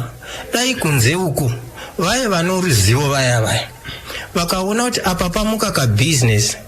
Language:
Shona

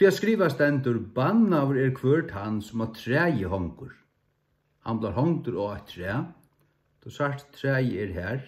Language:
Faroese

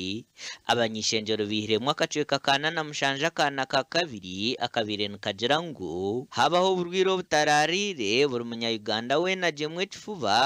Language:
Nyankole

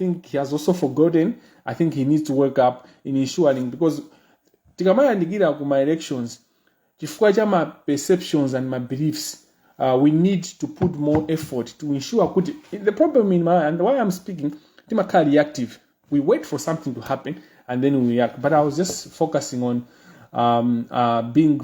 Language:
Nyanja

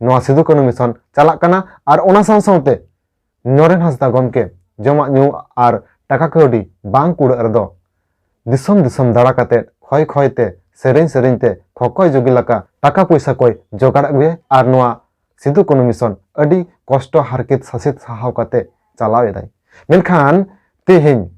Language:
Santali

